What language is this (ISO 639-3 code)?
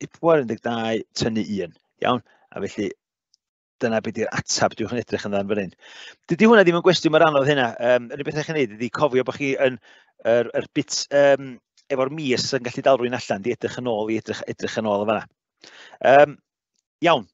cym